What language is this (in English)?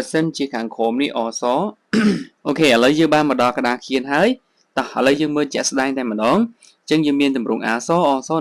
Khmer